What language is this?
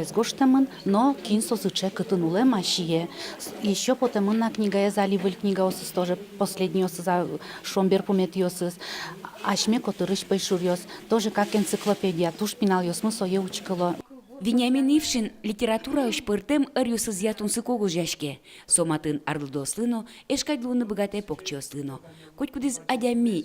Udmurt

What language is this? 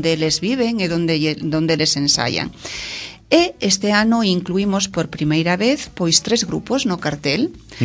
Galician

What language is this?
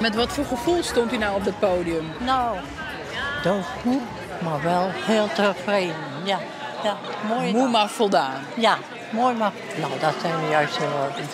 Western Frisian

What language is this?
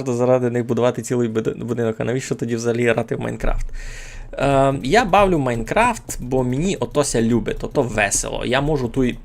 Rusyn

